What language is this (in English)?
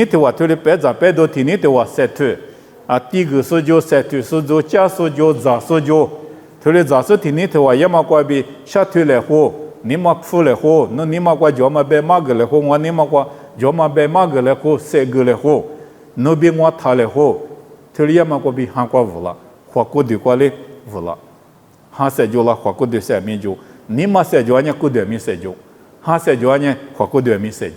Lisu